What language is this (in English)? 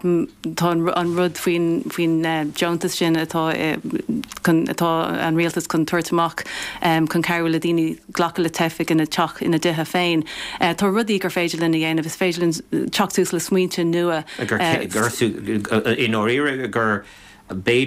Irish